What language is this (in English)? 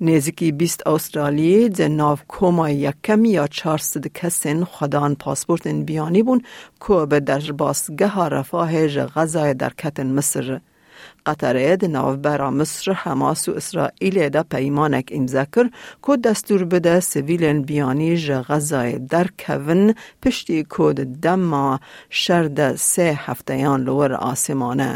Kurdish